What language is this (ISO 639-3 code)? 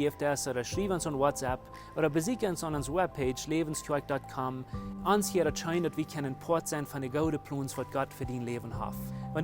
pdt